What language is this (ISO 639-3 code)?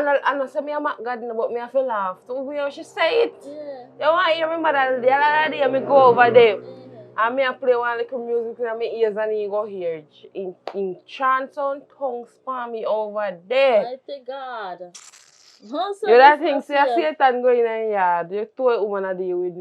jam